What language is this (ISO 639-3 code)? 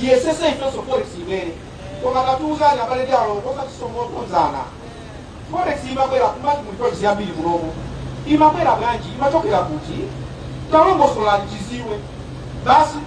nya